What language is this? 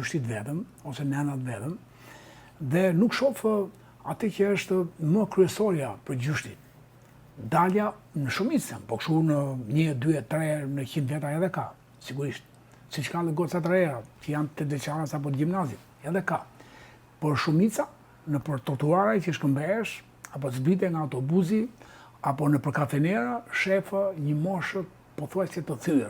Albanian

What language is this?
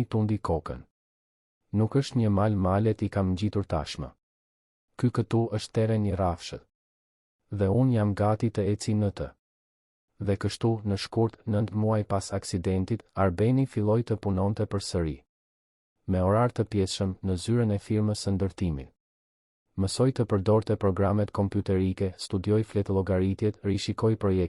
Albanian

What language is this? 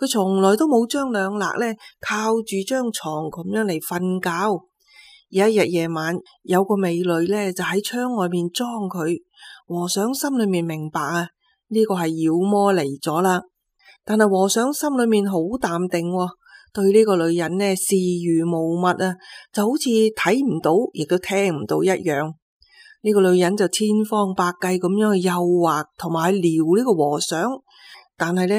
Cantonese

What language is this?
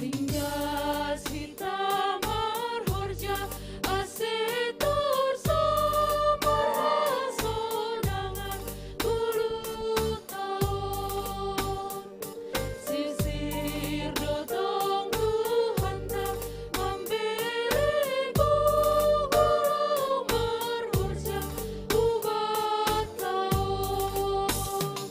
Batak Simalungun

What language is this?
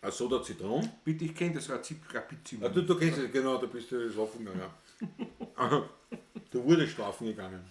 Bavarian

